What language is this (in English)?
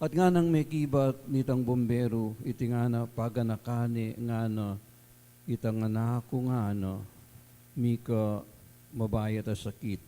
Pampanga